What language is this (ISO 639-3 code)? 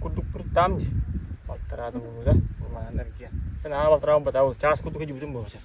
sah